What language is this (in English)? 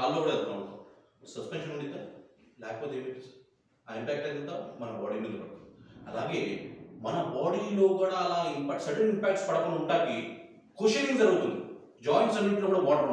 Telugu